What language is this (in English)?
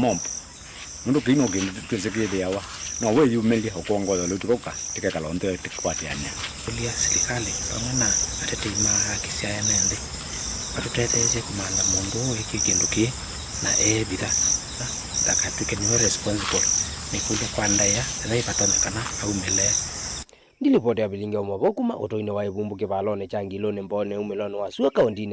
Kamba